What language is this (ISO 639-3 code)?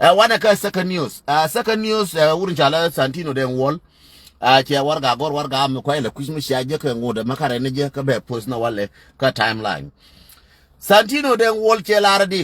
nus